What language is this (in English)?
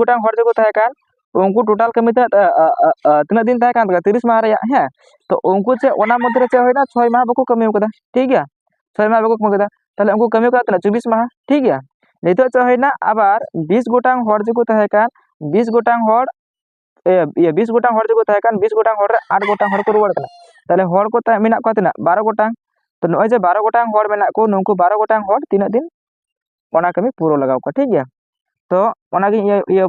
Santali